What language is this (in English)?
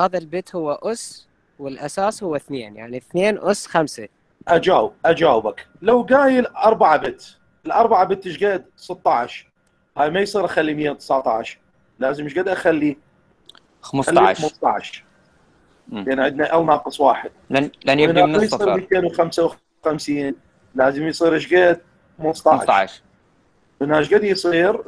Mesopotamian Arabic